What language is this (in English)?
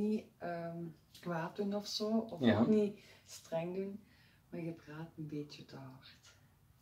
Dutch